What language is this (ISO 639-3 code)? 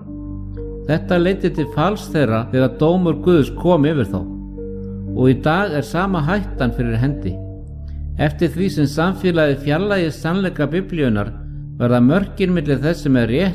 isl